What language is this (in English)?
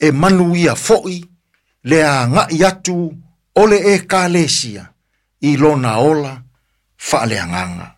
Samoan